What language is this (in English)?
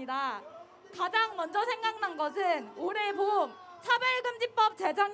Korean